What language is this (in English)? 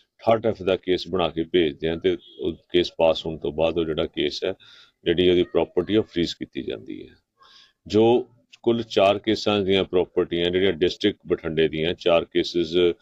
Punjabi